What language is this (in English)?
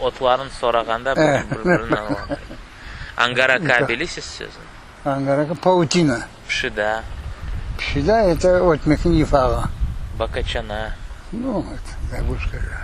Crimean Tatar